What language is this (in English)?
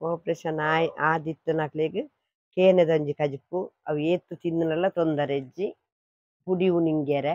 Tulu